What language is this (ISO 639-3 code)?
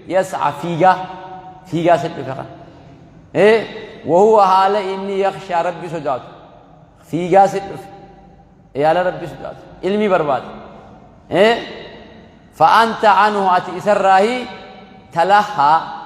orm